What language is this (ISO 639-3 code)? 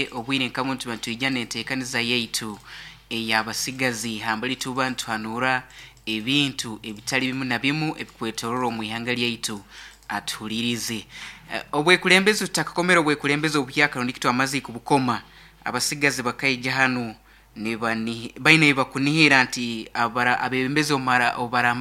nyo